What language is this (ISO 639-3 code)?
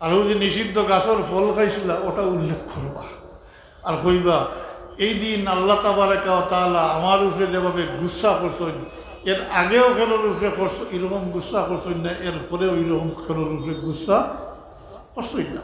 syl